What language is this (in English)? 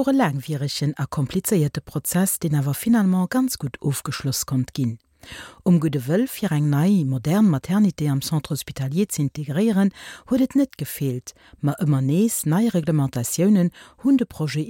Luxembourgish